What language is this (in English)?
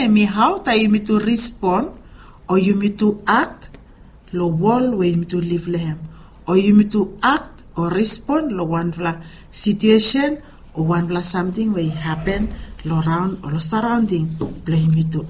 Bislama